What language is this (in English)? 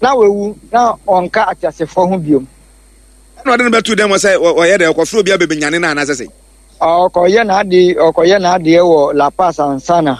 Akan